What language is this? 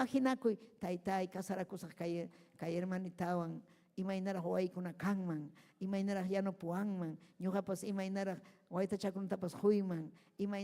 Ayacucho Quechua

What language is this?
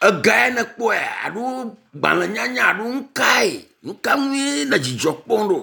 Ewe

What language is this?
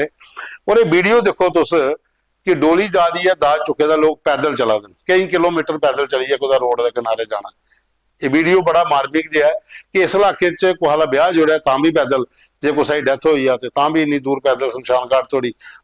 Dogri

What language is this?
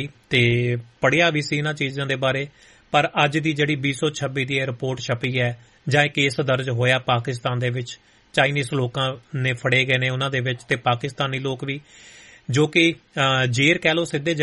Punjabi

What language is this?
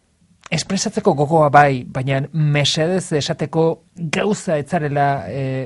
Basque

